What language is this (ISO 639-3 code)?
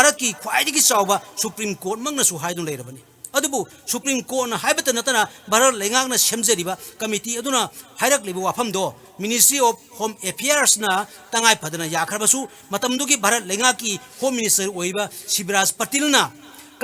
mni